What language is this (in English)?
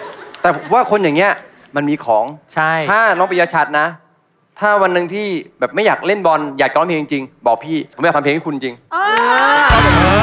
Thai